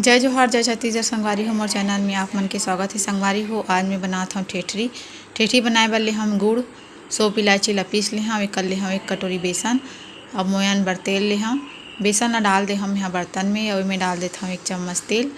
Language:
Chhattisgarhi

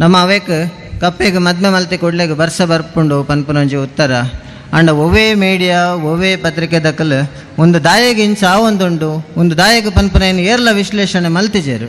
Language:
Tulu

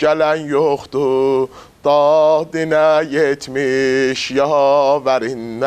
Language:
Azerbaijani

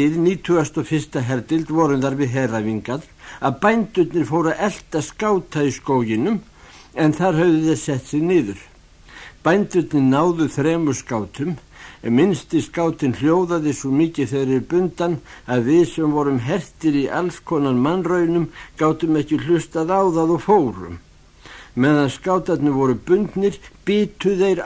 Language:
Icelandic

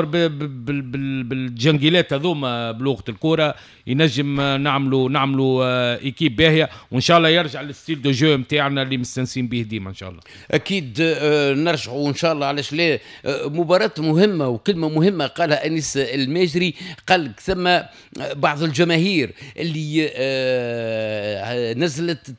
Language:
Tunisian Arabic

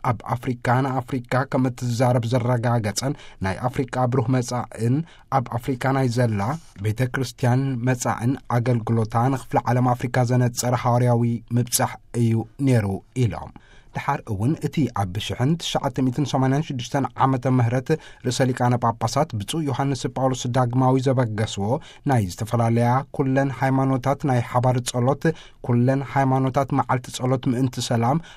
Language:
Tigrinya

